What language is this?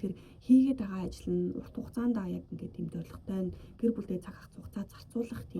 Mongolian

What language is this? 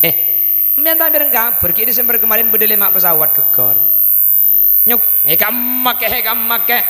Madurese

